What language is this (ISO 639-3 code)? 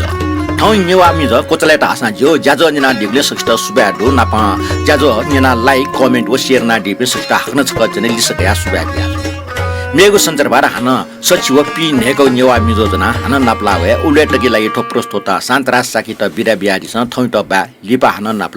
new